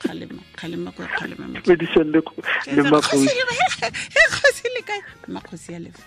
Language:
Tswana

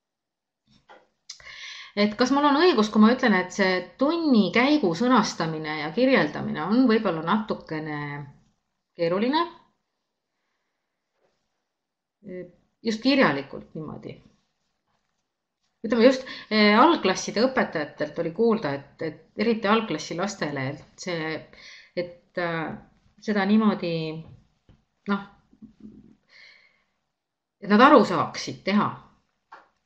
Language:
Estonian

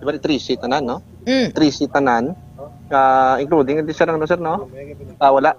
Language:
Hiligaynon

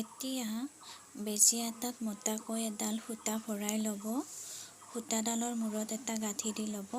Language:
Assamese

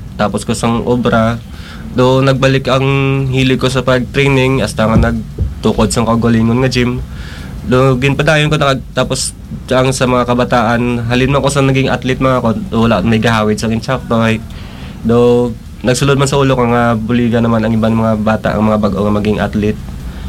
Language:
Hiligaynon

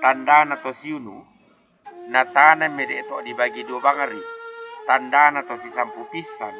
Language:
Toraja-Sa'dan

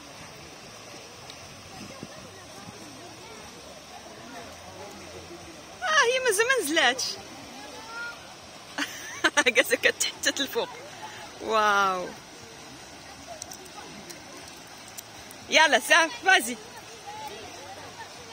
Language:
Moroccan Arabic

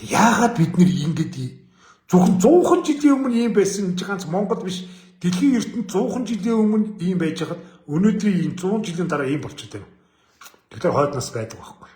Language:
Mongolian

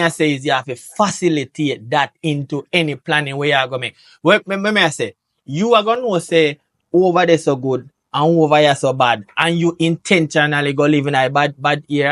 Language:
Jamaican Creole English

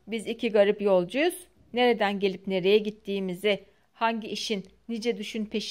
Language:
Turkish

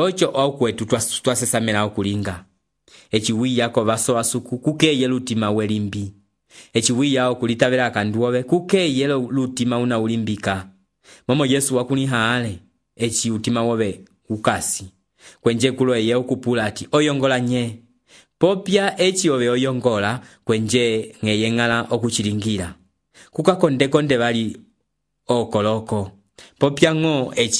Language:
Umbundu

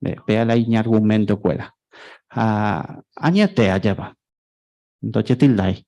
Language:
Guarani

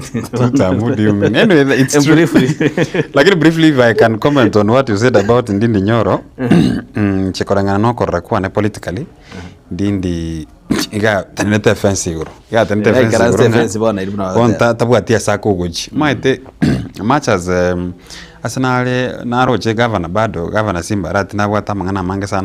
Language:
Gusii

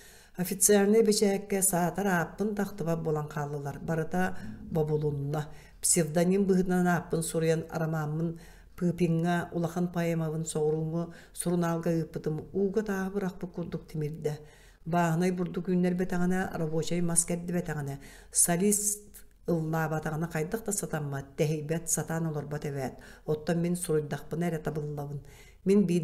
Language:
Yakut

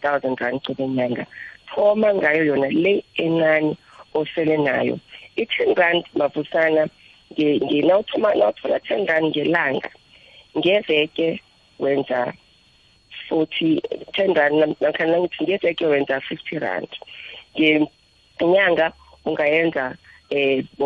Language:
South Ndebele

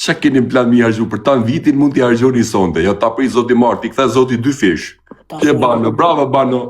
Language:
Albanian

